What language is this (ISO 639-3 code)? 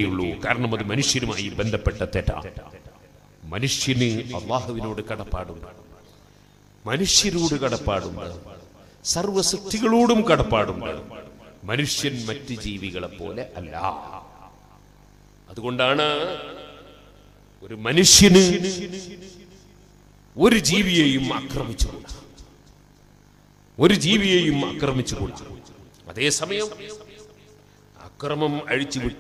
mal